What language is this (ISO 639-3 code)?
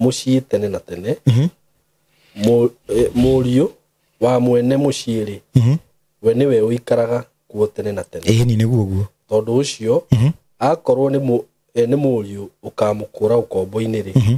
kik